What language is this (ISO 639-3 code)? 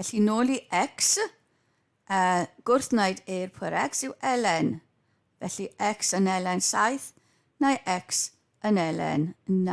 cym